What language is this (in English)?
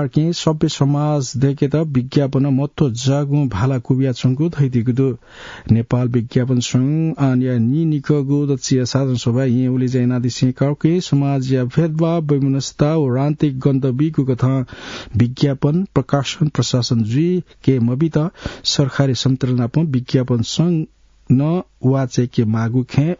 Newari